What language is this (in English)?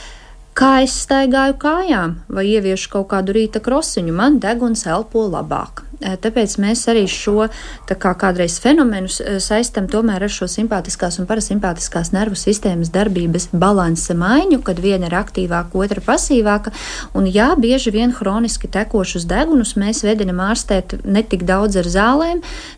Latvian